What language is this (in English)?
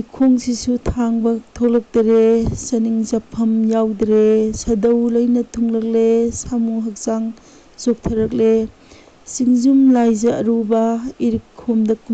Manipuri